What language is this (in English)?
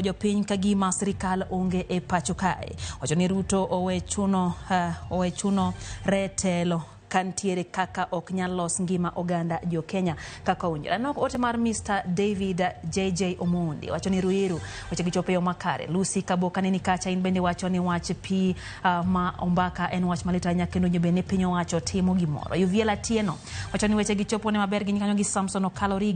Luo (Kenya and Tanzania)